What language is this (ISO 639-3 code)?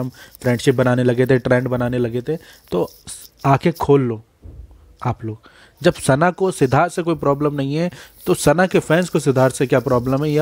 hin